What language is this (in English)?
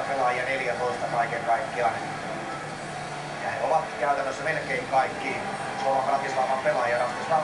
Finnish